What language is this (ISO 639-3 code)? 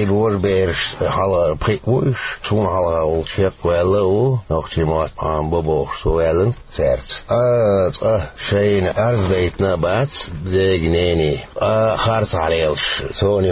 che